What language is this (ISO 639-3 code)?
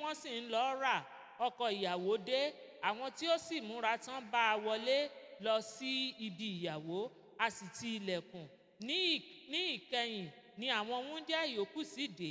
yor